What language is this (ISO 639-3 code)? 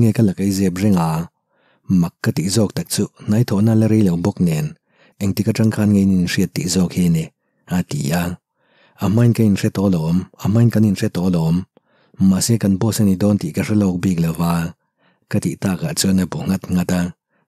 lus